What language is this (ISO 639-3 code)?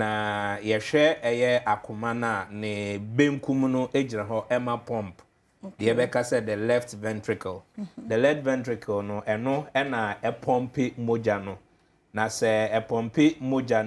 aka